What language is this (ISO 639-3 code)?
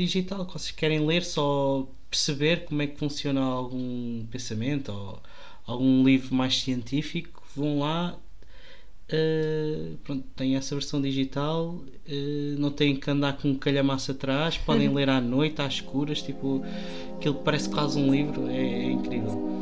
por